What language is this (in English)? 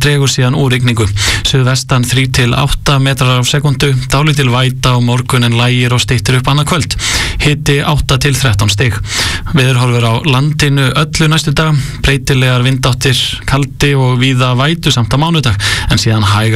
Icelandic